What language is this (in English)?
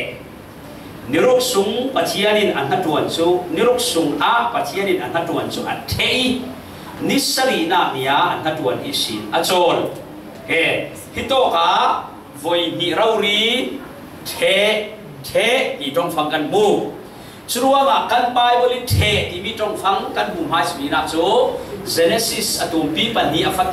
Falam Chin